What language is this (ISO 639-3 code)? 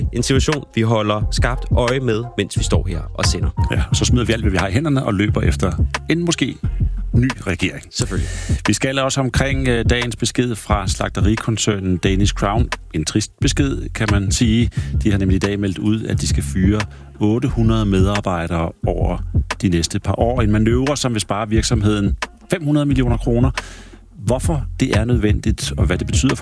dan